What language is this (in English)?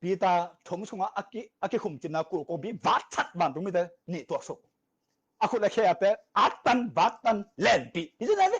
Tedim Chin